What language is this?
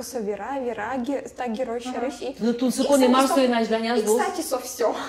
Udmurt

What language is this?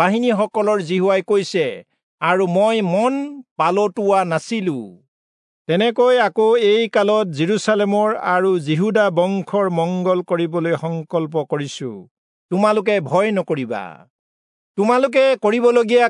Assamese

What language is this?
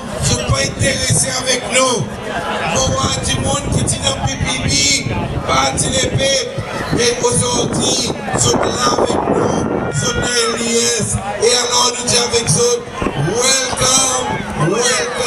Seselwa Creole French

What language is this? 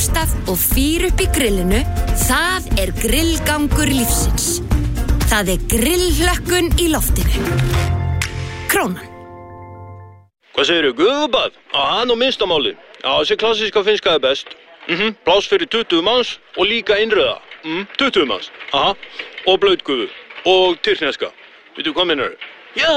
Icelandic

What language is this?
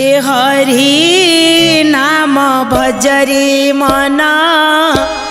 Odia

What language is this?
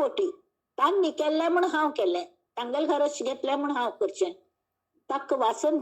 Konkani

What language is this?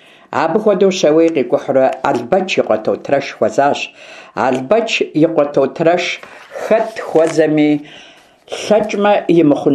Kabardian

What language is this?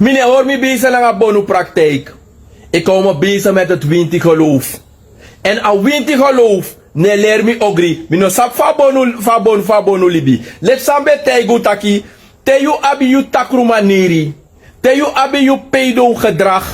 Sranan Tongo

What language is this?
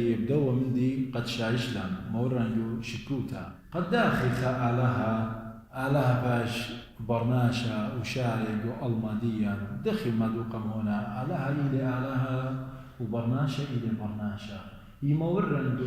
Assyrian Neo-Aramaic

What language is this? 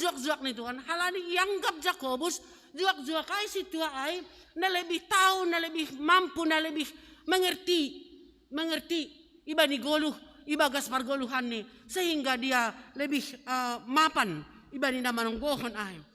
Batak Simalungun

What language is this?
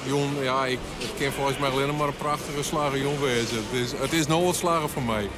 Western Frisian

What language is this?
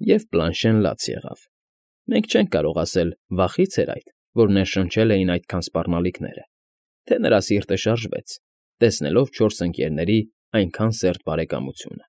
Armenian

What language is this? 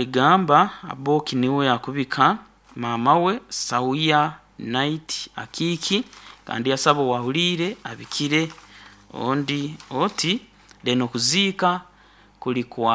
Nyoro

